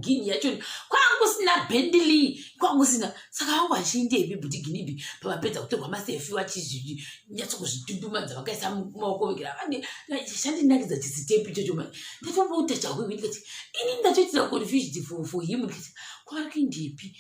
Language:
Shona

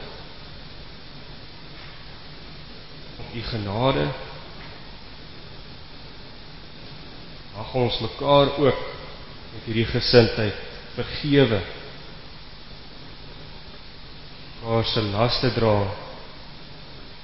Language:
Afrikaans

